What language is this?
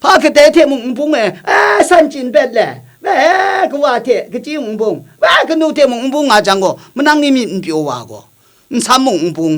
Kachin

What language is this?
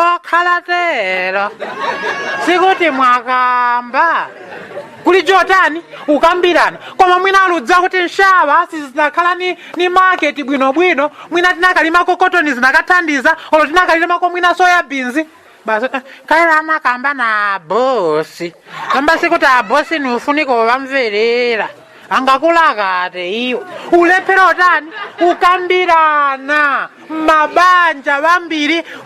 Nyanja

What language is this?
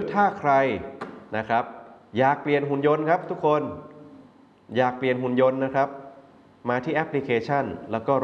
Thai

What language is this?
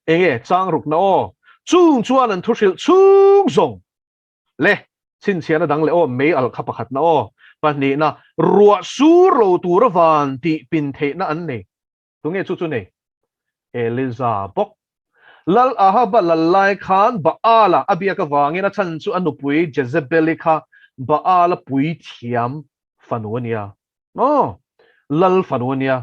Mizo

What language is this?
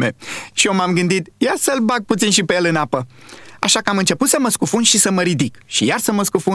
Romanian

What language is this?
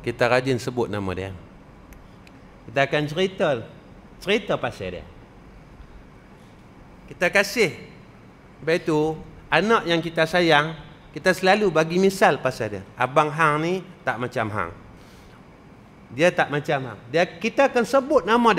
Malay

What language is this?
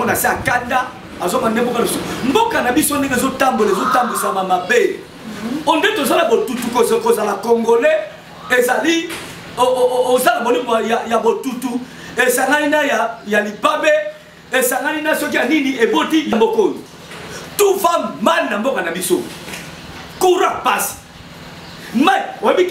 Lingala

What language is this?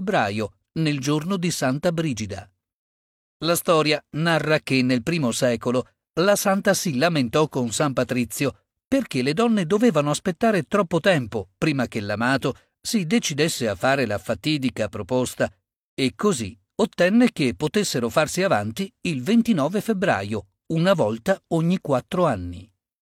Italian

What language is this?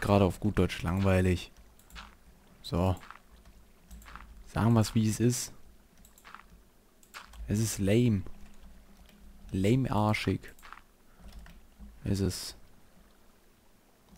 German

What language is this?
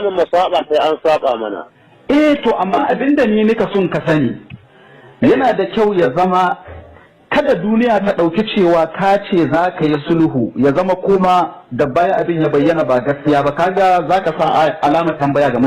Hausa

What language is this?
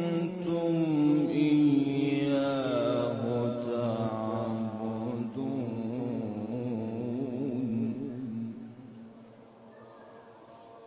Arabic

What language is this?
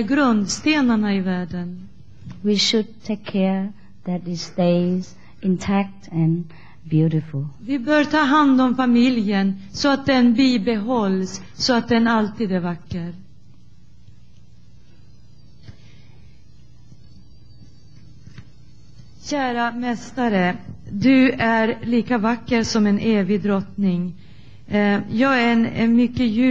Swedish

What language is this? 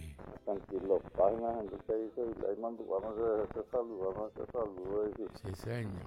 Guarani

